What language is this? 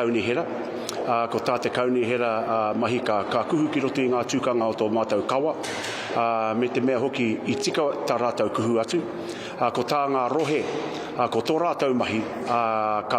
Māori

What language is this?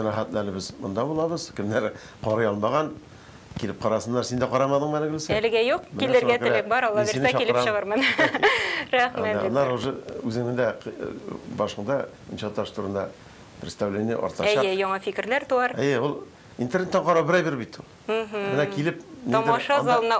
Tatar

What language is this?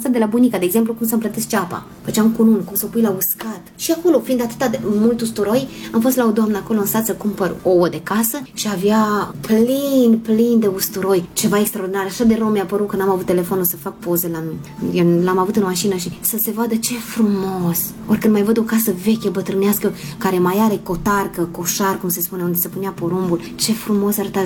Romanian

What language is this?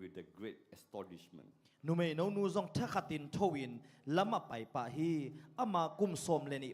Tedim Chin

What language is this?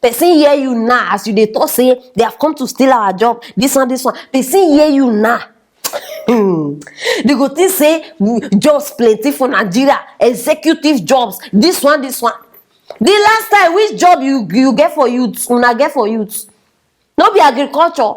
Nigerian Pidgin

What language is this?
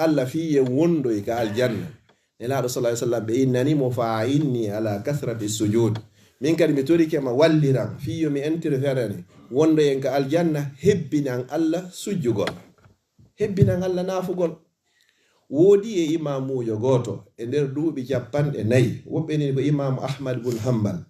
Fula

